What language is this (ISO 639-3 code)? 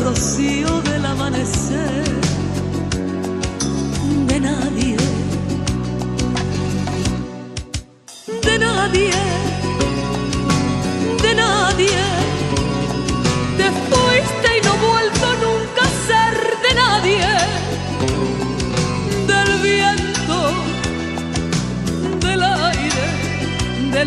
spa